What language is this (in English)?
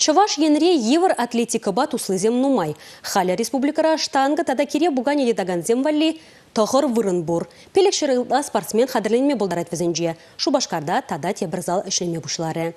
Chuvash